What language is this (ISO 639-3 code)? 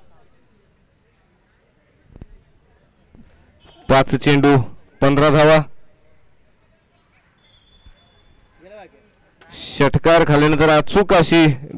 mar